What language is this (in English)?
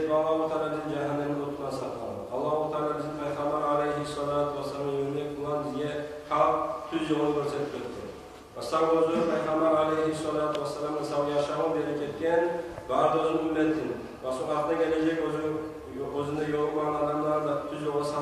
Kumyk